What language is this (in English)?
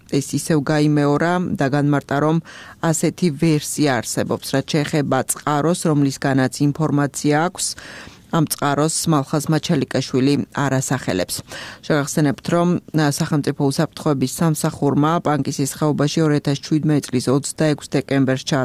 Georgian